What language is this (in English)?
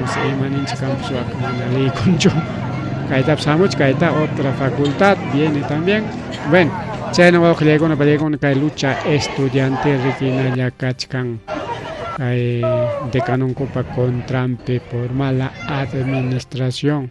Ayacucho Quechua